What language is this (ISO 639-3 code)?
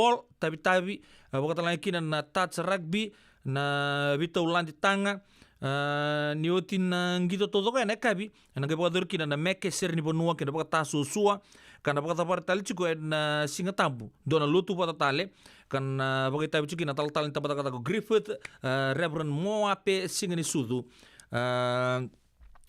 fij